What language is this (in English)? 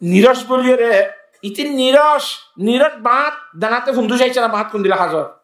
Rohingya